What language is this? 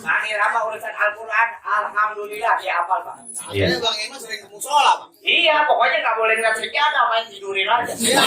Betawi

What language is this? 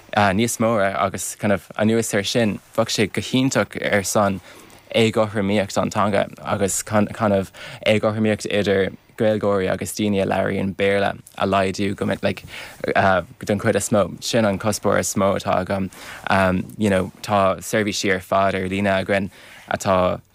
Irish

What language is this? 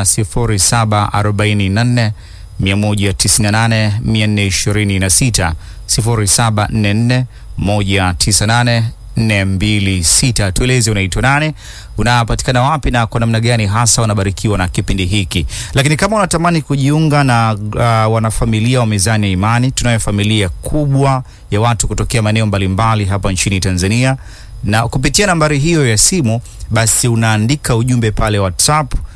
Swahili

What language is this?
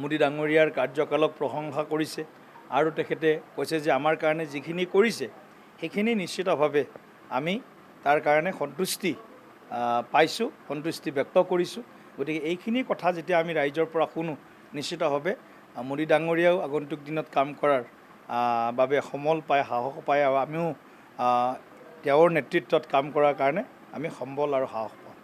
Assamese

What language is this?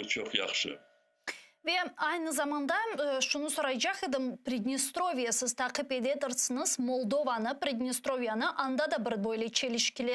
Crimean Tatar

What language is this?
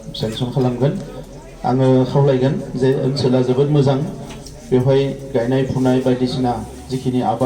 Bodo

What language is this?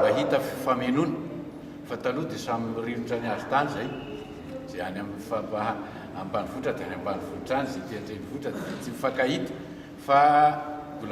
Malagasy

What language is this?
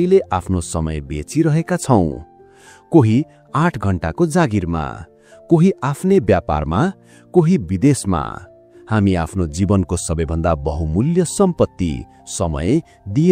Nepali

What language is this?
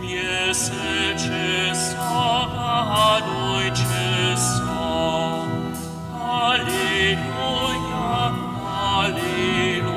Upper Sorbian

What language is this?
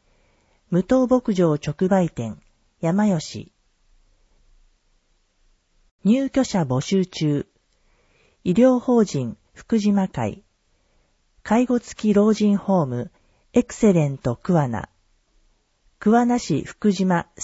Japanese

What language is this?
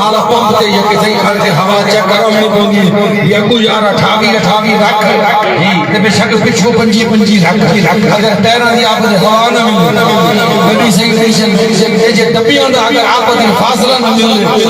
Saraiki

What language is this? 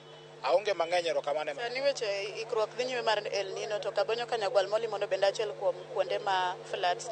Luo (Kenya and Tanzania)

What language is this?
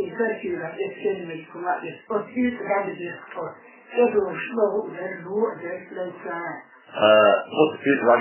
Chechen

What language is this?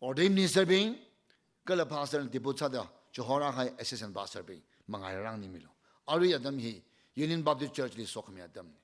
Tangkhul Naga (India)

